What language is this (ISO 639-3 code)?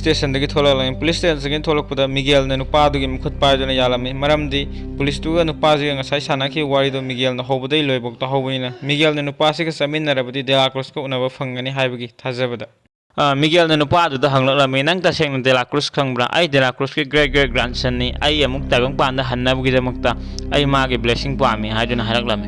mni